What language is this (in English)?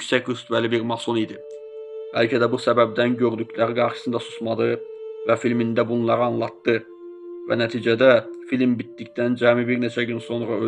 Azerbaijani